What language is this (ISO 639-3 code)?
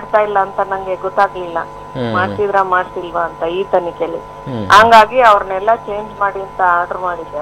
kan